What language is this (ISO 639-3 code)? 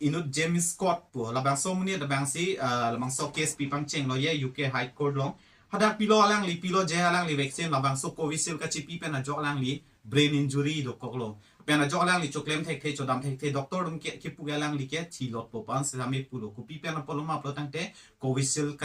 mjw